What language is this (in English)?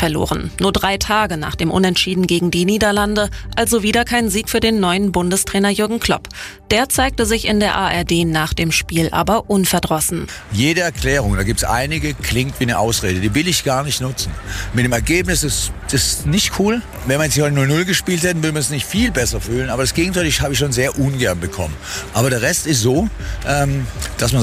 German